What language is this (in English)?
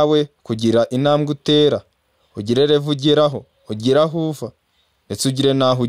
Kinyarwanda